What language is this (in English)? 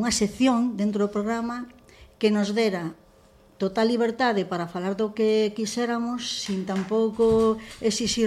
Galician